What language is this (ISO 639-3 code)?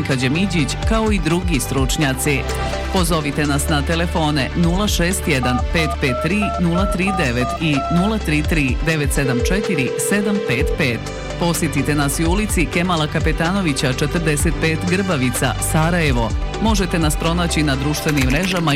bos